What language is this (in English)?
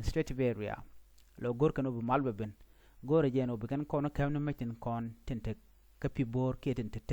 Nuer